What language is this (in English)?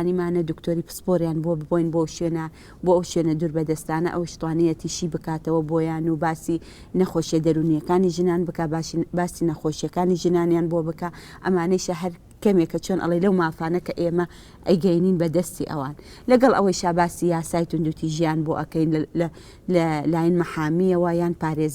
Central Kurdish